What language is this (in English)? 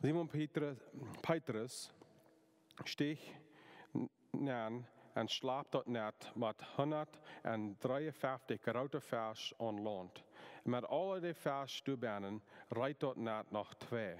Plautdietsch